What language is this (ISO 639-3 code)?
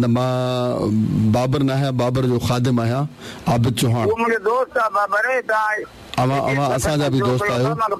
snd